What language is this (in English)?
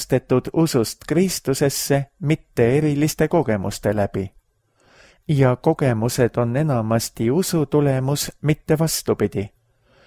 Estonian